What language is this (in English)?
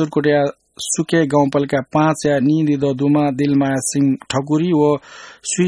Newari